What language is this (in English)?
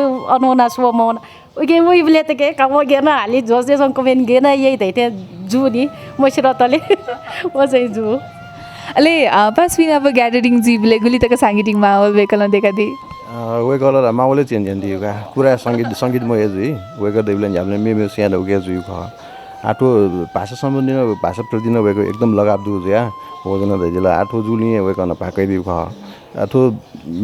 Newari